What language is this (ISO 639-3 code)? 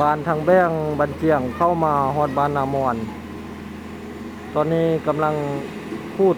lao